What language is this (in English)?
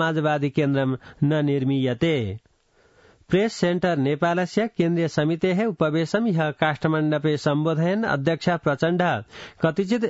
Sanskrit